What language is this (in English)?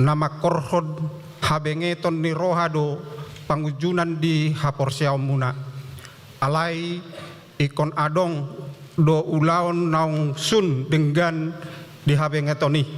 Batak Toba